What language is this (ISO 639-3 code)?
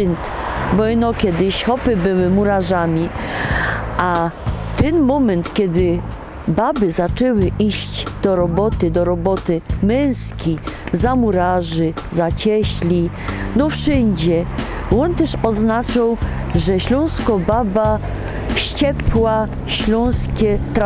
szl